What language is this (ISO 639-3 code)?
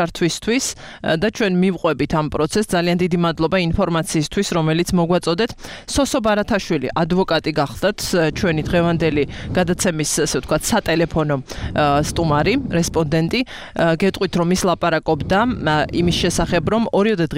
kat